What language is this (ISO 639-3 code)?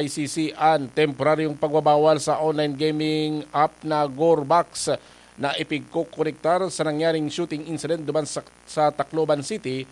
bik